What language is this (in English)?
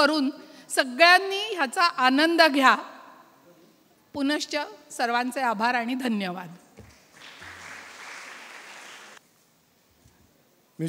Marathi